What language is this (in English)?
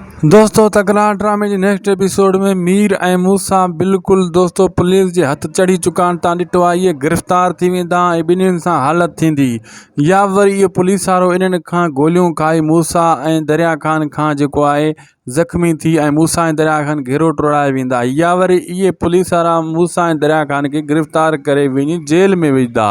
Sindhi